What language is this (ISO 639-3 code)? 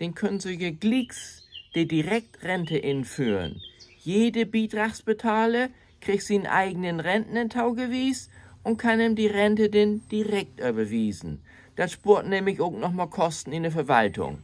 nds